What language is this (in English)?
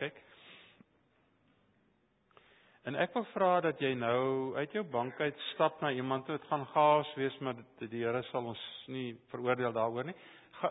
Afrikaans